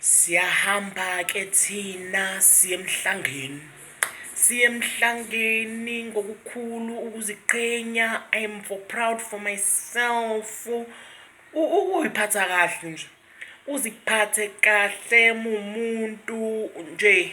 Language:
Zulu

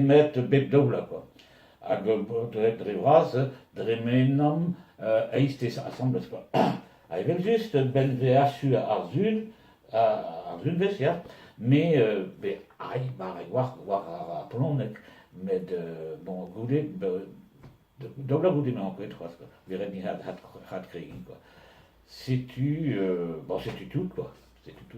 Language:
Breton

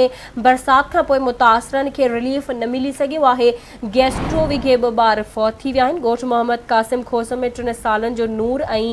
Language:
Sindhi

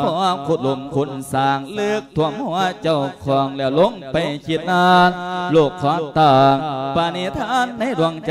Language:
Lao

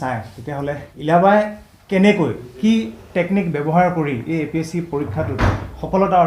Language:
Assamese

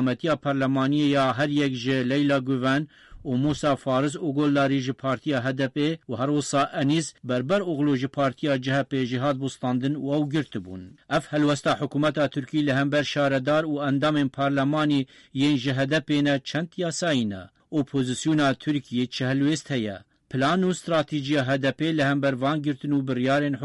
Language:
Kurdish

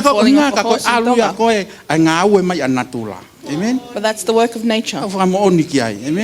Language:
Tongan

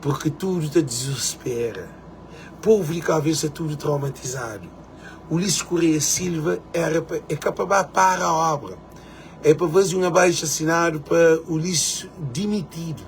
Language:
Kabuverdianu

